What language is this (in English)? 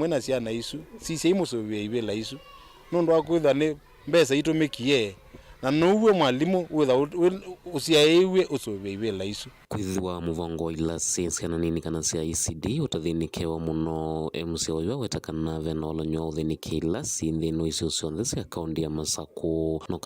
Kamba